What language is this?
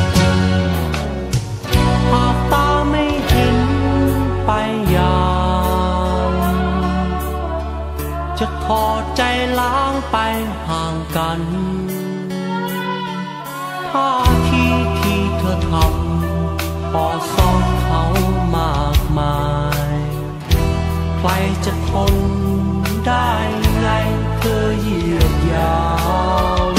Thai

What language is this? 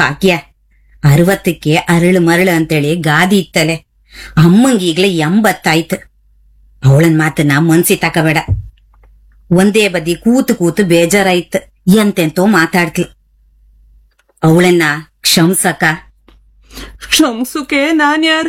Kannada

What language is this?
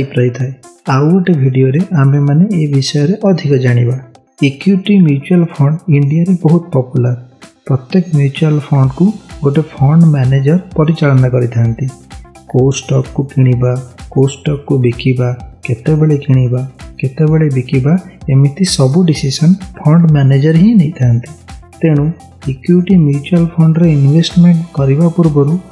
Odia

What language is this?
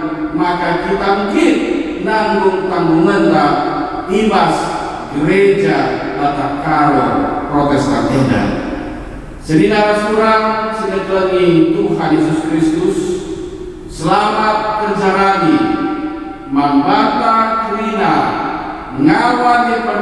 Batak Karo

